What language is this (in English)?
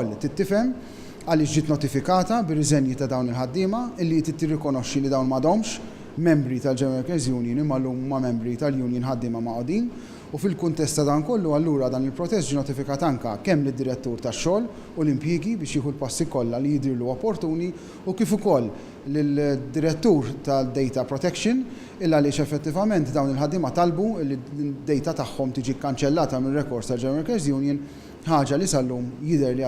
Maltese